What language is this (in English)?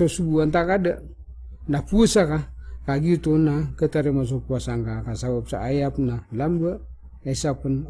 Maranao